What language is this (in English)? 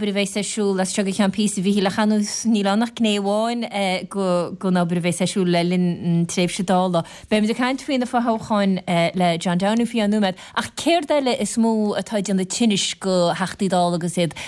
Irish